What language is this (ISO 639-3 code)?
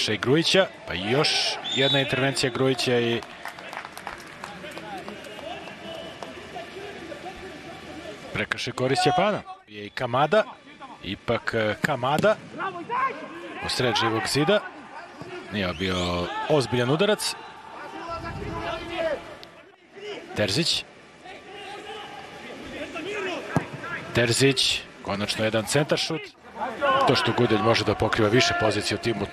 srp